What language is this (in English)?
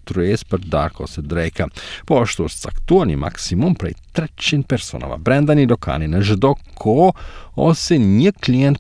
Albanian